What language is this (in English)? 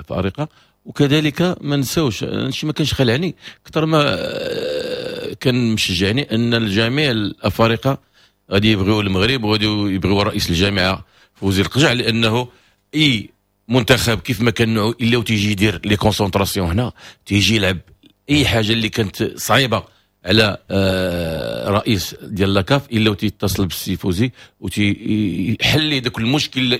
Moroccan Arabic